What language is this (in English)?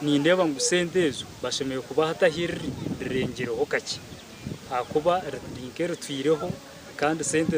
Nyankole